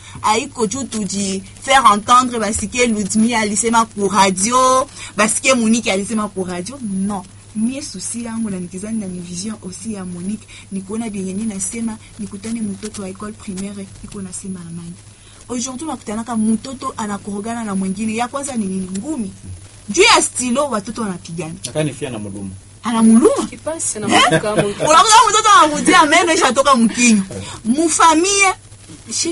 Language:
Swahili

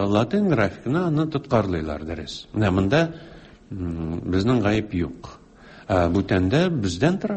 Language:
Tatar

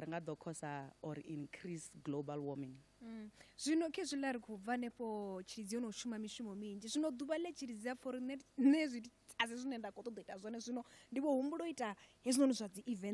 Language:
Venda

